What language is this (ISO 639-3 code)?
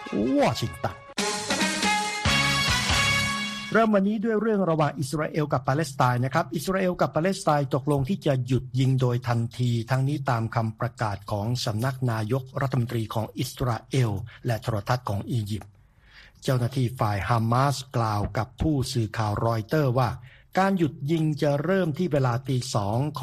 tha